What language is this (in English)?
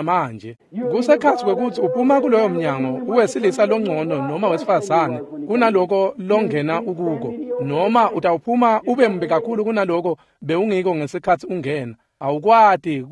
Swati